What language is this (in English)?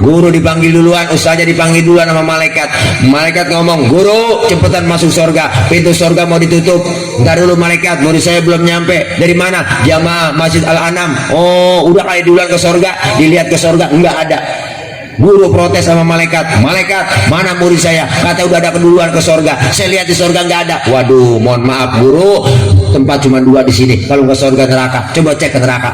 Betawi